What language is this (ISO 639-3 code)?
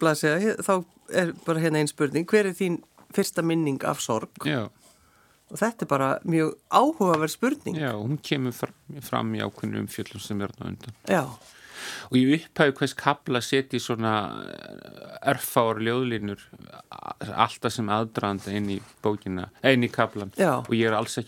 isl